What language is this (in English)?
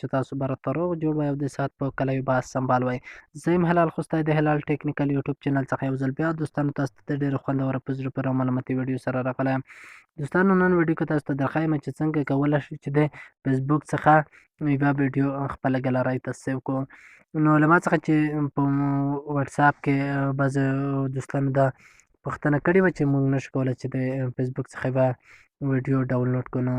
Pashto